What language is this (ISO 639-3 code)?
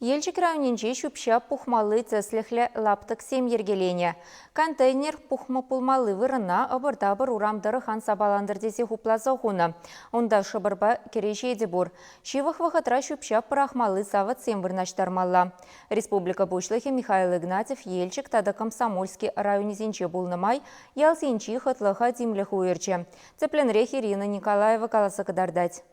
chv